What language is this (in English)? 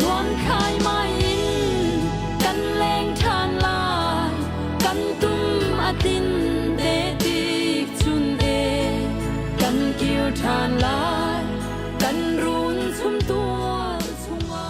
Hakha Chin